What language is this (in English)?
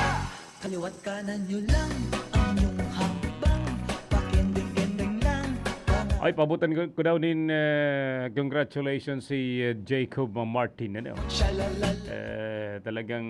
Bikol